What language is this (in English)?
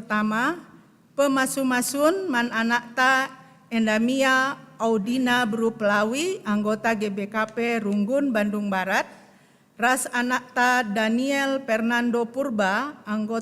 Batak Karo